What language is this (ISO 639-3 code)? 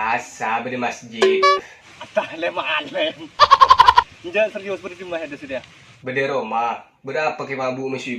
mad